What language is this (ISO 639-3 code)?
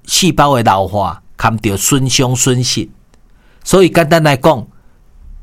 zho